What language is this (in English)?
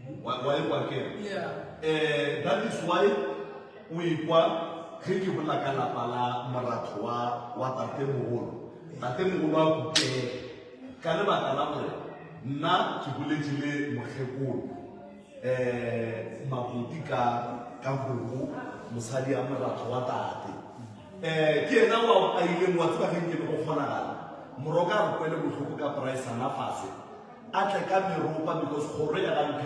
Northern Sotho